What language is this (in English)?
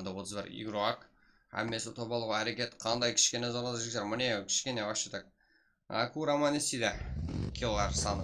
Kara-Kalpak